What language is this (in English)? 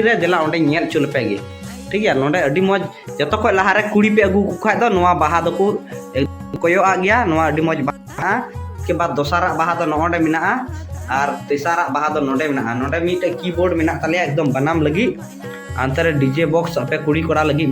Santali